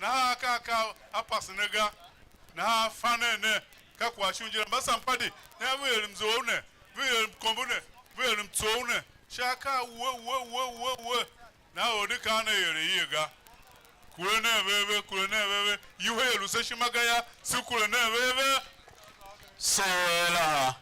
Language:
Tiv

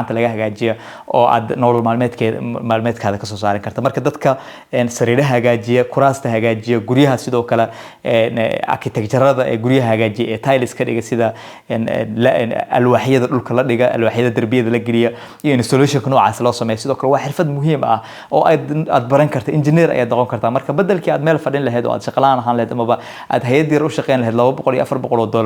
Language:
Somali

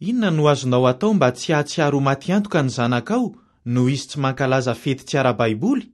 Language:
Malagasy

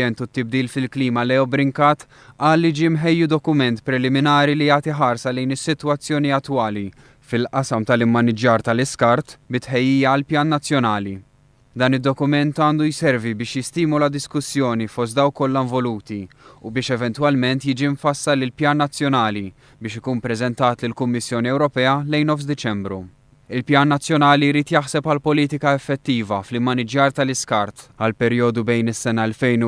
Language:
Maltese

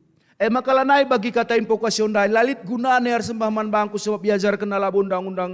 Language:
Batak Karo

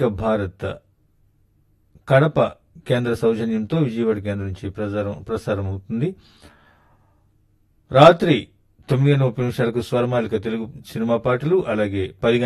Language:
Telugu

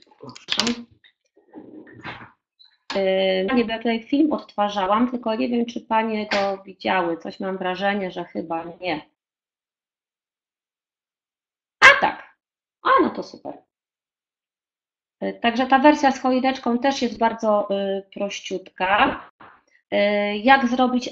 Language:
Polish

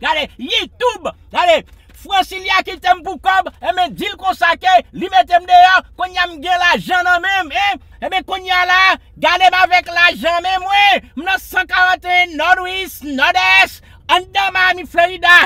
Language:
Haitian Creole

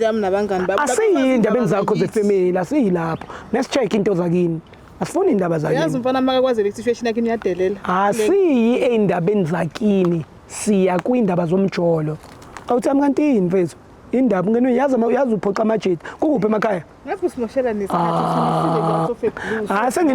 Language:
Zulu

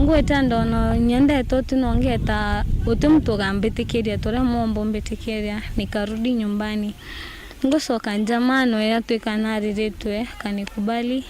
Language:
Meru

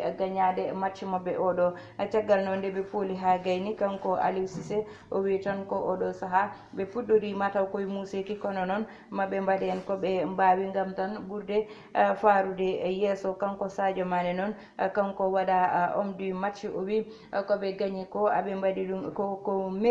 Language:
Fula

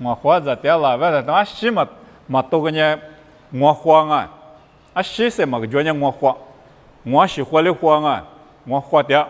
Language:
Lisu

